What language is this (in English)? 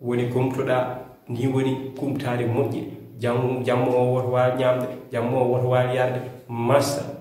Fula